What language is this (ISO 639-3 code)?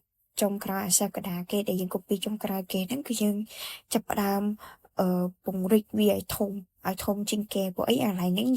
khm